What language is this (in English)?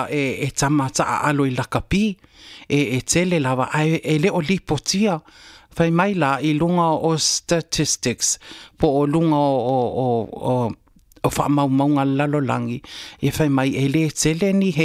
Samoan